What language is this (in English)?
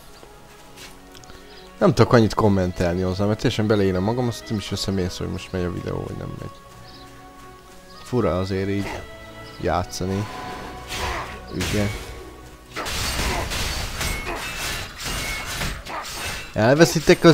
Hungarian